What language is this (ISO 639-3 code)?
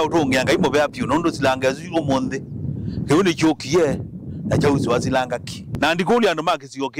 kam